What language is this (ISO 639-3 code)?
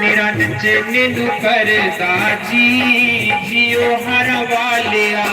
doi